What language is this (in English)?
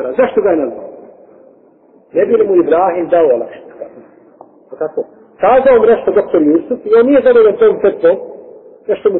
Bosnian